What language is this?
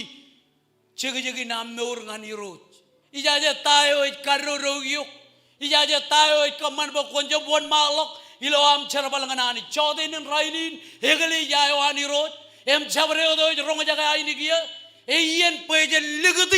Marshallese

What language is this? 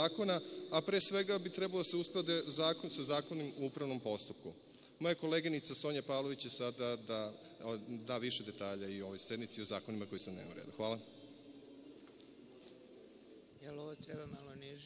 Serbian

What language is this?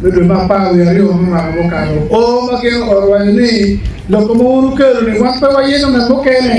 Acoli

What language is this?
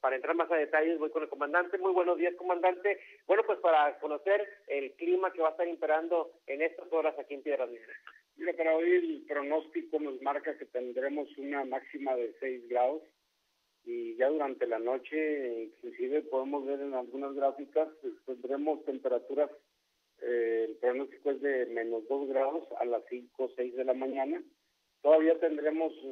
Spanish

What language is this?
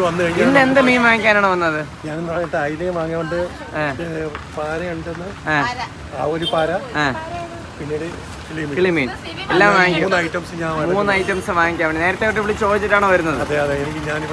Malayalam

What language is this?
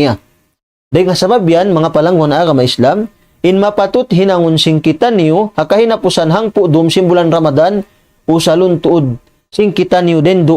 Tausug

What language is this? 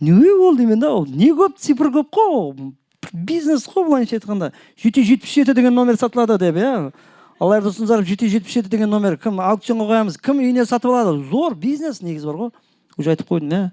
Kara-Kalpak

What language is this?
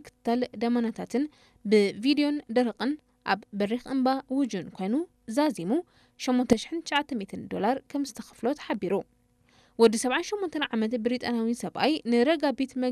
Tigrinya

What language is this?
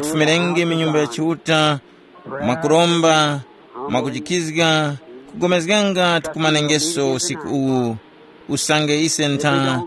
Tumbuka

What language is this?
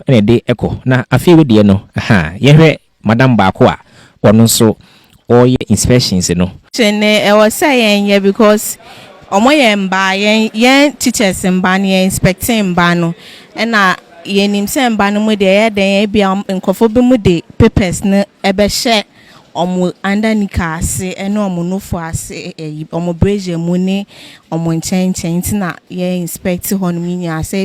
Akan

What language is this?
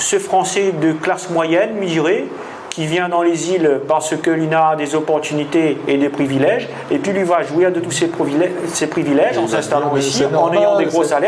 Réunion Creole French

